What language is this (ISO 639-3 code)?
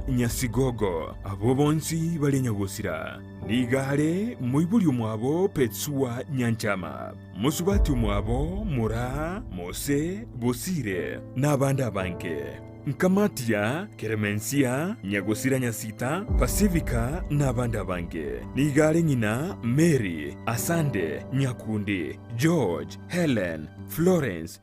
guz